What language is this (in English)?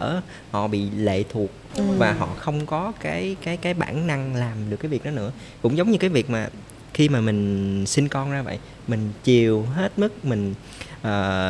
Vietnamese